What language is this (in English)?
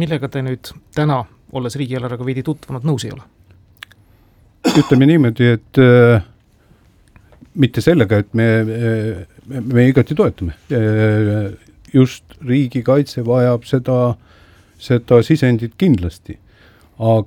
Estonian